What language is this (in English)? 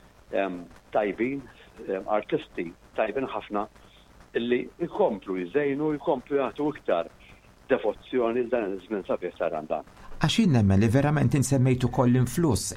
Maltese